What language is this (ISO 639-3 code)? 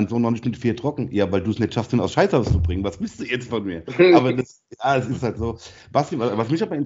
deu